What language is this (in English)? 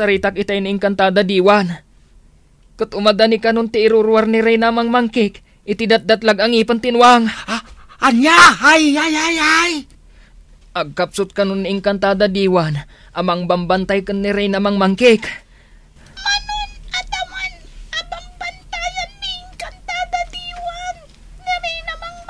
Iloko